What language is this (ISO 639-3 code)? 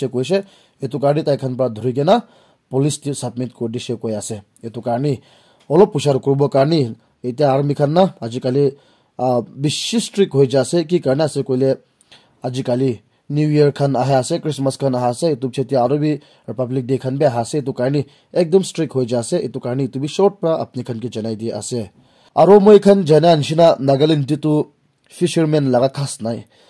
nag